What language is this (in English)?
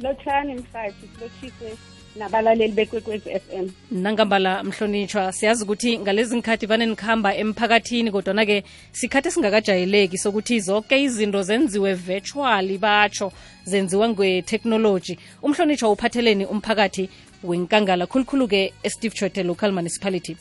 South Ndebele